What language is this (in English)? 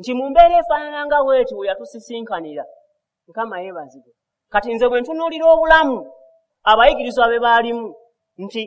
Ganda